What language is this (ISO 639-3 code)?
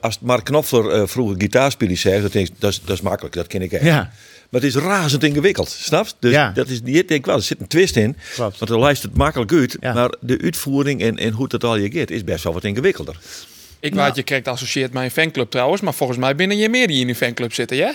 fry